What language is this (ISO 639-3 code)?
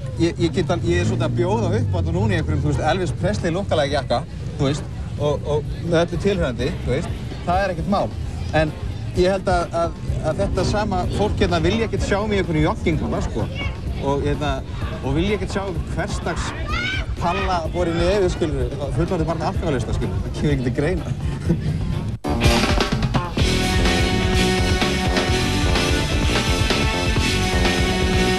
isl